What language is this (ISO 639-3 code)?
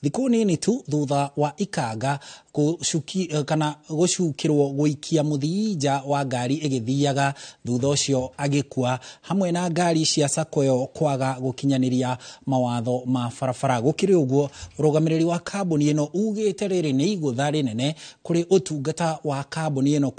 kik